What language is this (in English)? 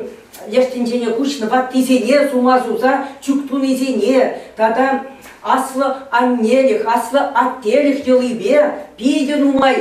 Chuvash